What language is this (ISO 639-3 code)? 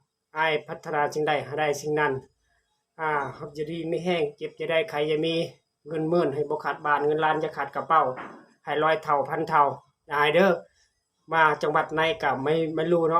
lao